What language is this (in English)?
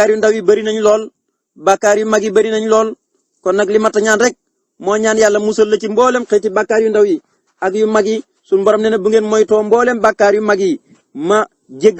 Wolof